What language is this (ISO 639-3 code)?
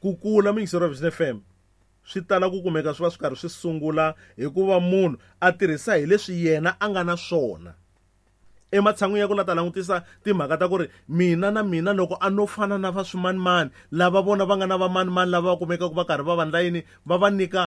tso